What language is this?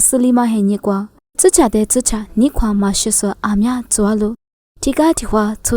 Lisu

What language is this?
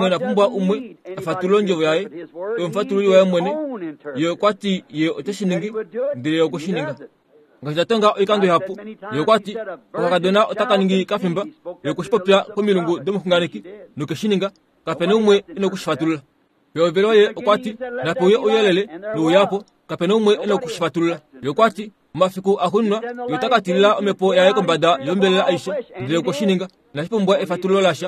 Kuanyama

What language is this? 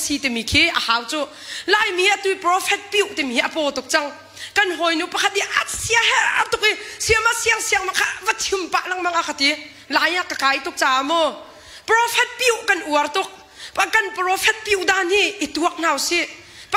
Hakha Chin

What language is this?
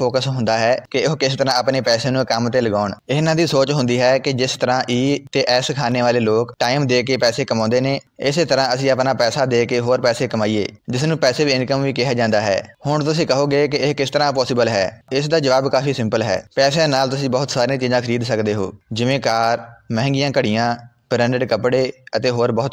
Punjabi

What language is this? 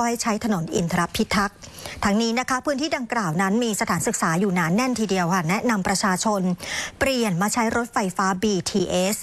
Thai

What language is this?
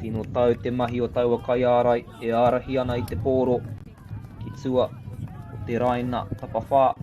Māori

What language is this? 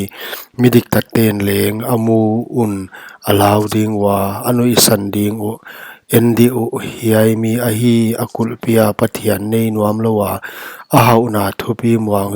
Paite Chin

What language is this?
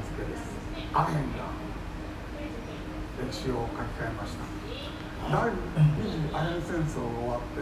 Japanese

